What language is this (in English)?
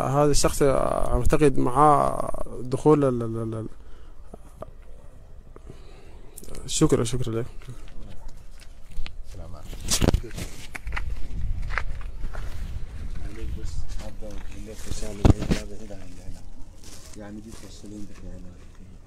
Sudanese Arabic